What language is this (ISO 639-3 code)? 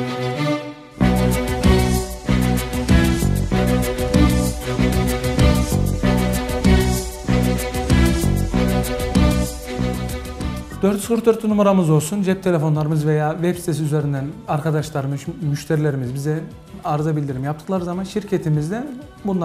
tur